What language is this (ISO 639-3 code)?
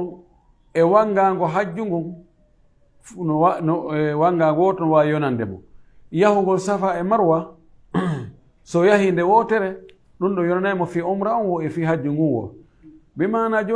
ful